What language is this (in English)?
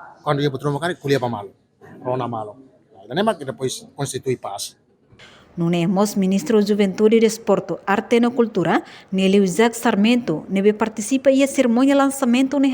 Tetum